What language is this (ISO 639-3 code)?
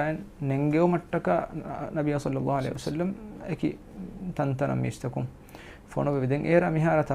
div